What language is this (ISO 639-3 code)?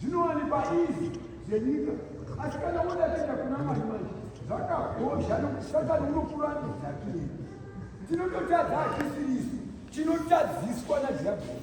sna